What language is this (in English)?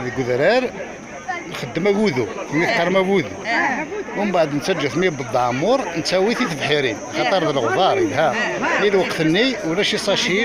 Kabyle